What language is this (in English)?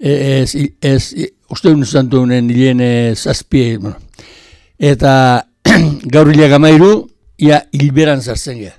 Basque